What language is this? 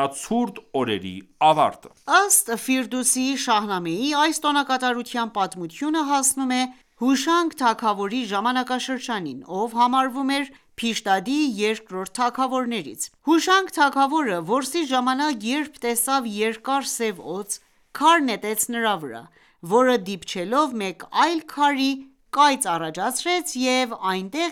Armenian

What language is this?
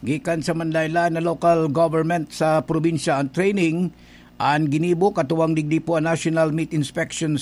Bikol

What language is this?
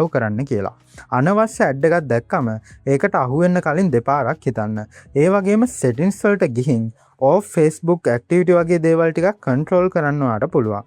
Sinhala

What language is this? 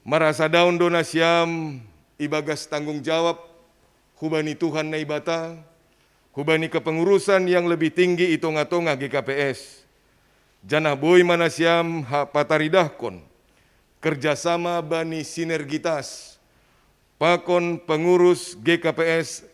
Batak Simalungun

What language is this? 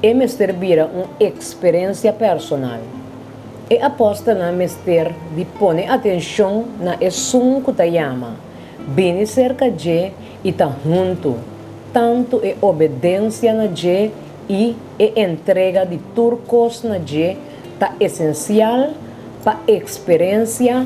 Papiamento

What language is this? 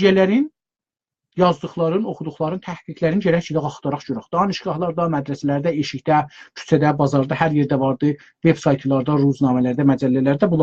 South Azerbaijani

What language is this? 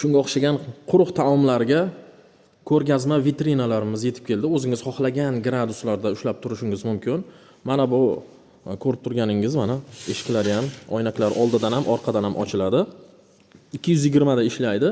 Uzbek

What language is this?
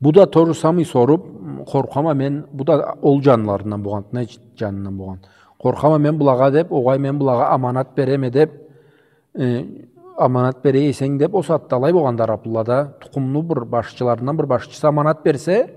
Karachay-Balkar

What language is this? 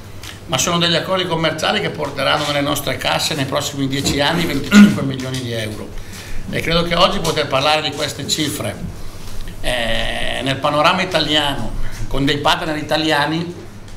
Italian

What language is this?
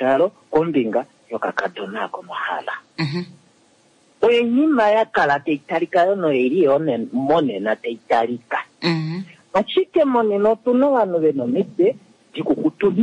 Kuanyama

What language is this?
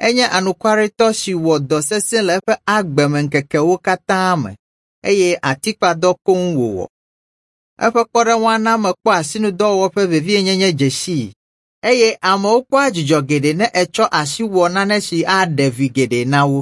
Ewe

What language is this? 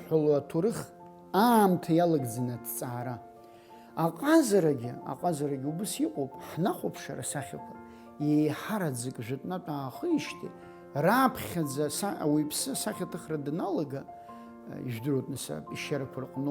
Abkhazian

